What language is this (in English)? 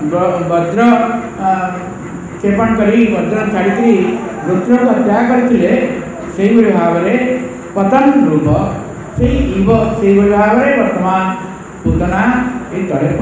Odia